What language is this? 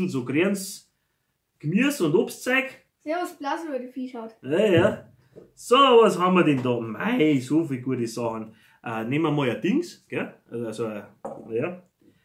Bavarian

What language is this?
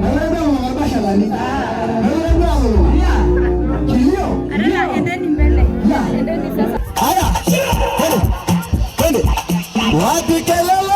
Masai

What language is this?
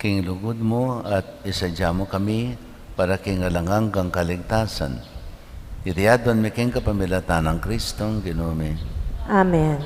Pampanga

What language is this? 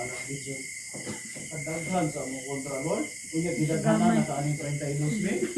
Cebuano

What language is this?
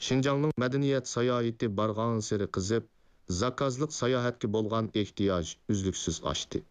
Uyghur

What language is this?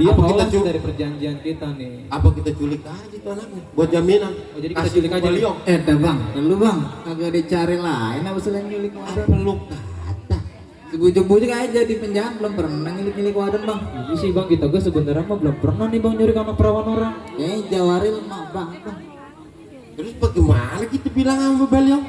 Betawi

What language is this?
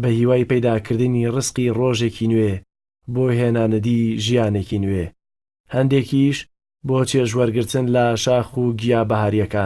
Central Kurdish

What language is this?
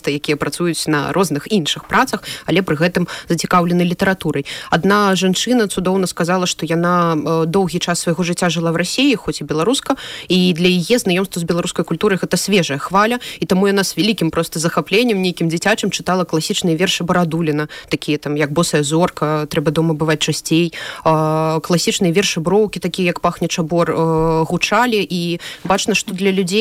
Belarusian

